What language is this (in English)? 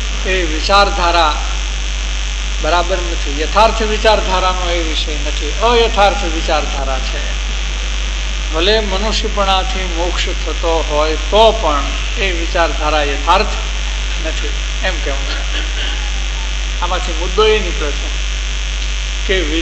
Gujarati